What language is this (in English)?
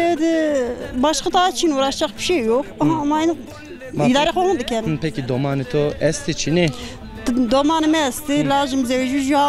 Zaza